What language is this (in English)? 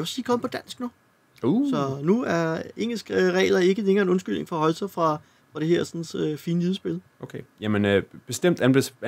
Danish